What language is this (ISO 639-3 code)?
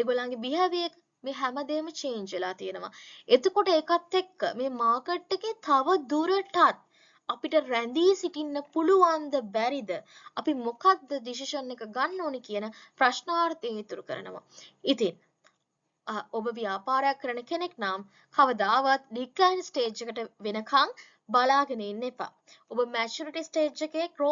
sin